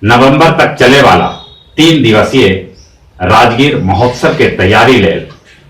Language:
Magahi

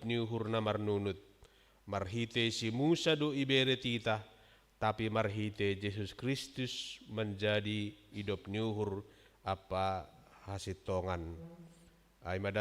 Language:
Batak Simalungun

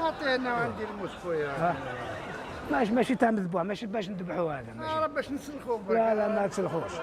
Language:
Algerian Arabic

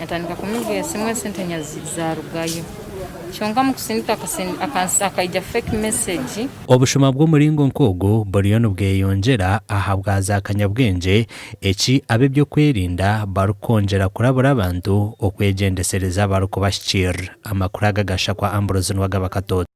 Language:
Nyankole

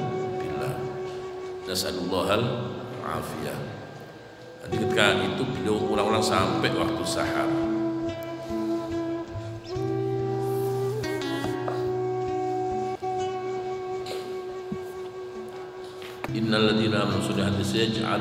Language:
Indonesian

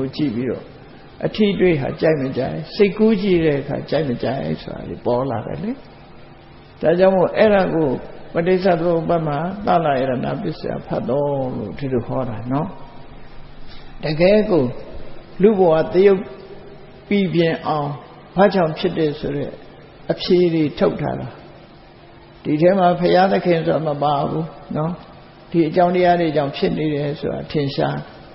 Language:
Burmese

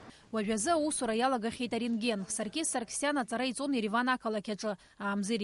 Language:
Abkhazian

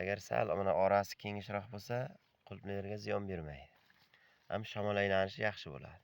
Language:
Uzbek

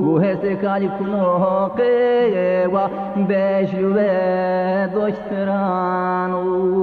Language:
Zaza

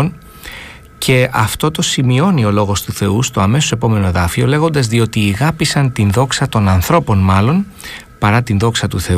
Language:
Greek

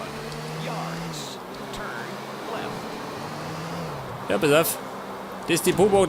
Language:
Bavarian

